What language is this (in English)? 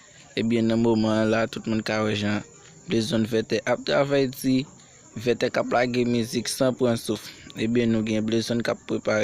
Haitian Creole